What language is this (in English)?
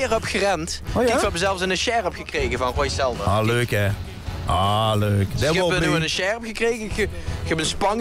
Limburgish